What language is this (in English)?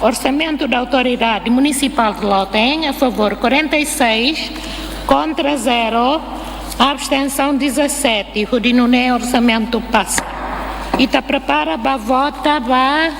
Tetum